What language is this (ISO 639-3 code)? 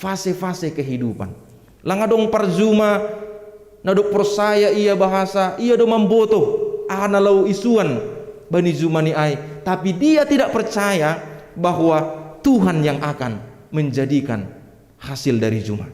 bts